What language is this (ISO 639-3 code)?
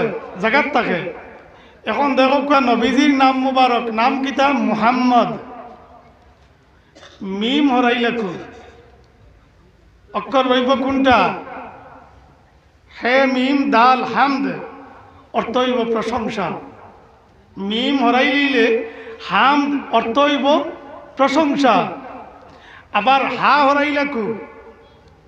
syl